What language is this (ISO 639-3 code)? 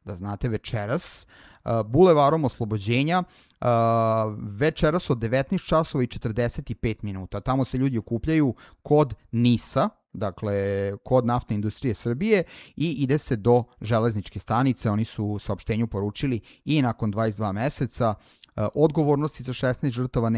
srp